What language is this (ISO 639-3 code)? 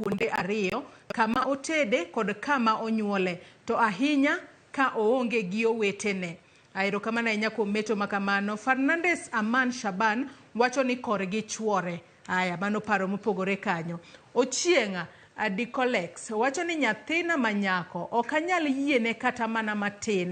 luo